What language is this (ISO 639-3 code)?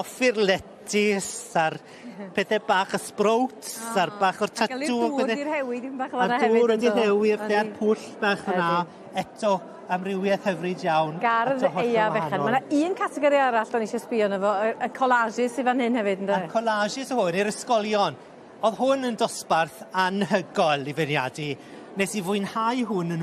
cym